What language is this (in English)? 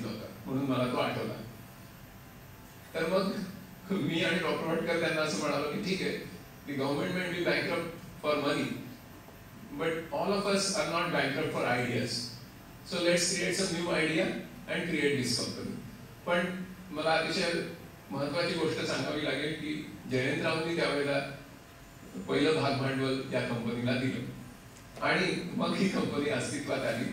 Marathi